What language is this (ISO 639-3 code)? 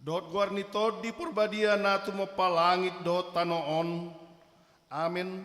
bbc